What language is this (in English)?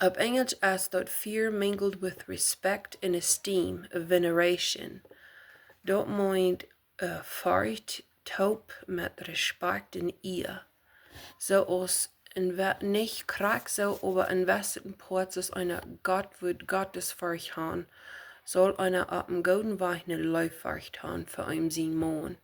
Plautdietsch